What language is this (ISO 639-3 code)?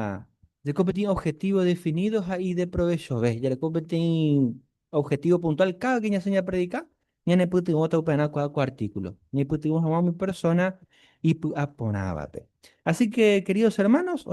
grn